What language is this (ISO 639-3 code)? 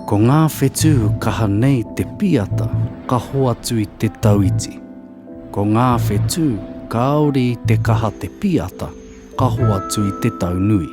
mri